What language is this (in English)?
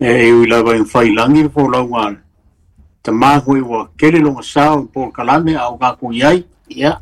Samoan